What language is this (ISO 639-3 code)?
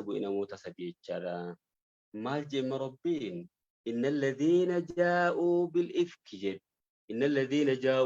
orm